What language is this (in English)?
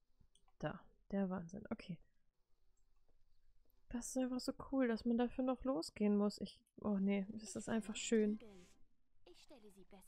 German